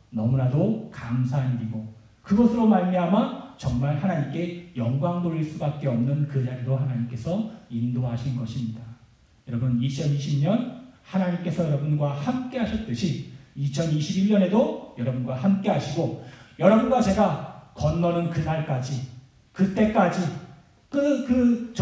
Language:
Korean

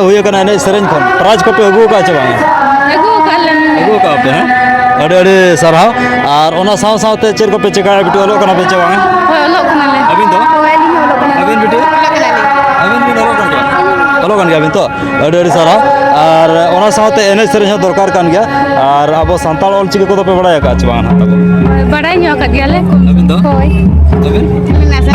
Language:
Santali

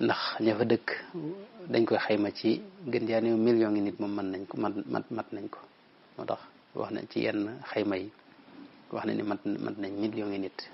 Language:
Wolof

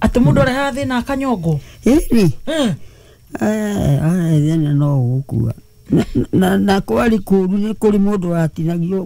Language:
Kikuyu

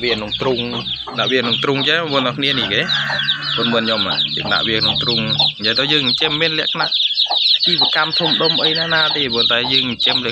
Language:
Khmer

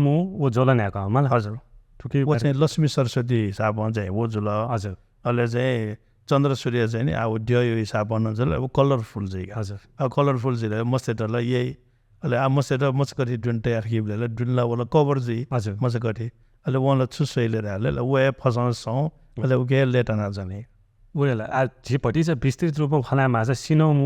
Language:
Newari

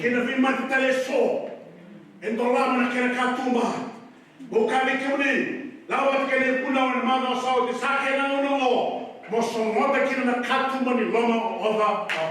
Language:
Fijian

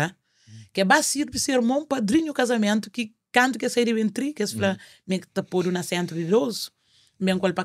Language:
Kabuverdianu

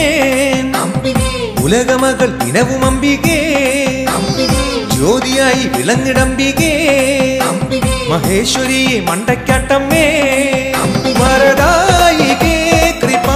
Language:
Malayalam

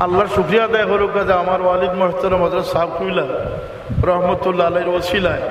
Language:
Sylheti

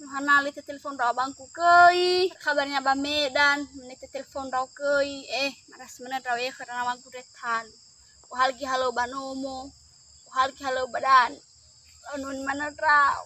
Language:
Nias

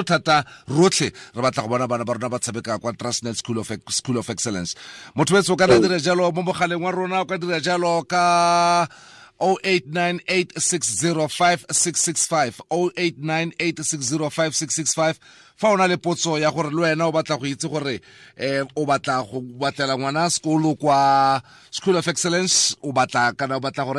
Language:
Tswana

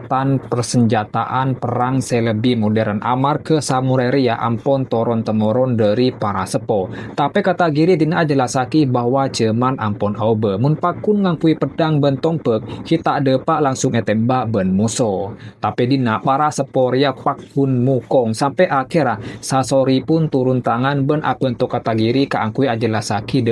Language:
Madurese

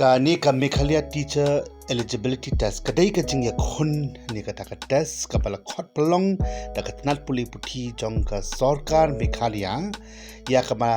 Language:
Khasi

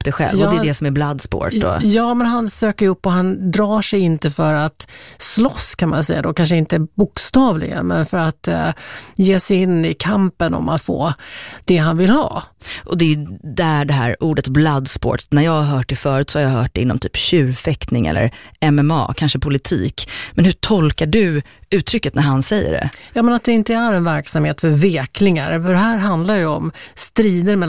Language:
Swedish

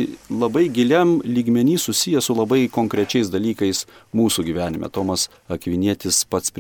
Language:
Lithuanian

